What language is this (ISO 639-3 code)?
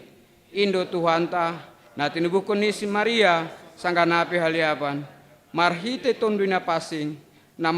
bts